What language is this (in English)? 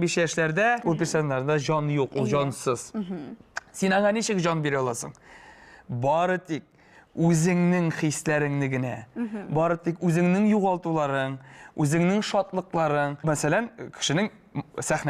Tatar